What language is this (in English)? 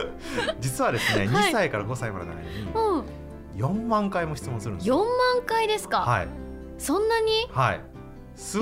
Japanese